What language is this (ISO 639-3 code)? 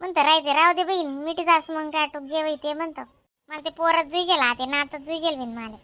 khn